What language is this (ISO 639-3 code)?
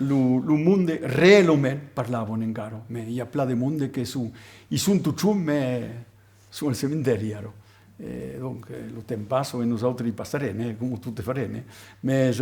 oci